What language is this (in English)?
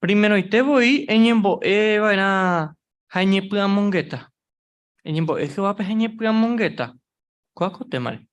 Guarani